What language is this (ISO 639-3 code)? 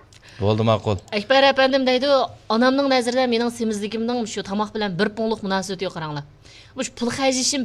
uig